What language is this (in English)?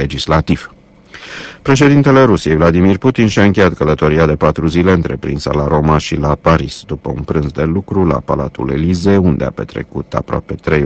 Romanian